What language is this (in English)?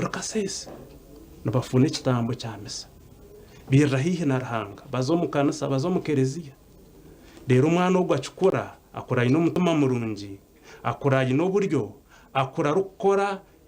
Nyankole